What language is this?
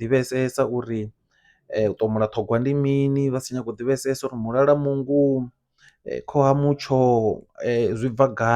Venda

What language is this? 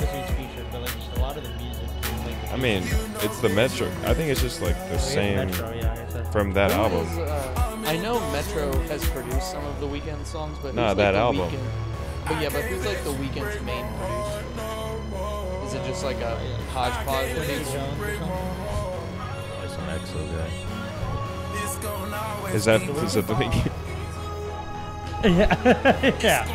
English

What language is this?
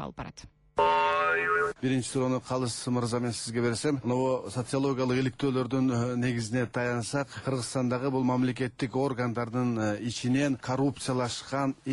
Kyrgyz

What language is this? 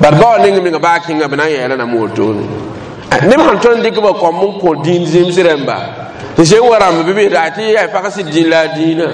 Mossi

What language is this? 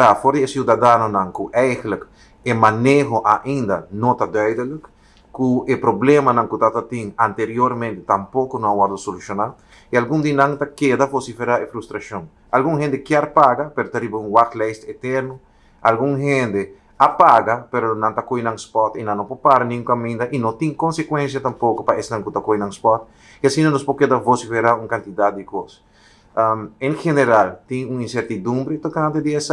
Papiamento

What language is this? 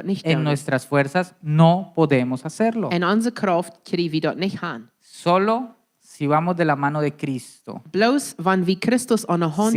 Plautdietsch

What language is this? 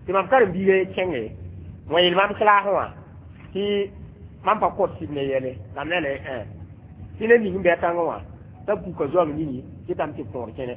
Mossi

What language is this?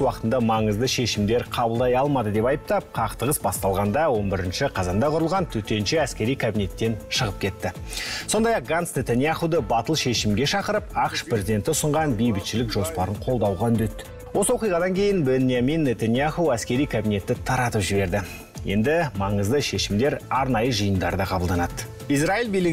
Kazakh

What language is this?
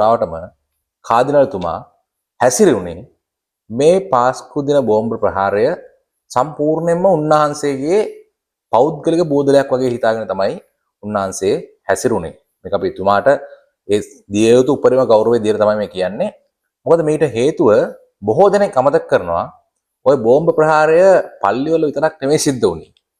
Sinhala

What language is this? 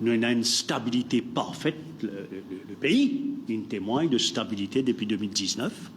Morisyen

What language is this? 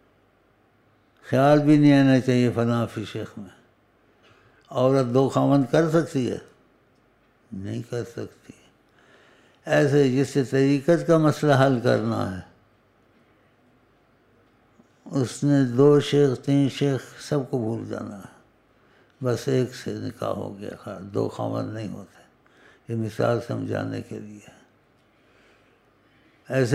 Urdu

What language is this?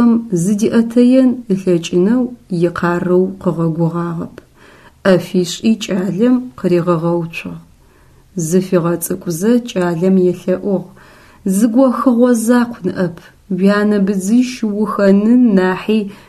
Adyghe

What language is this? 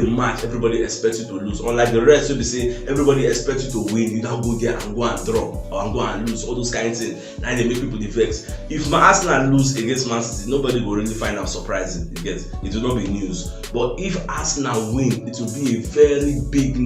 Nigerian Pidgin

